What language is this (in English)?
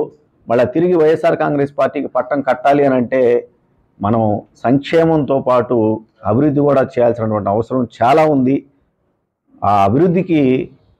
Telugu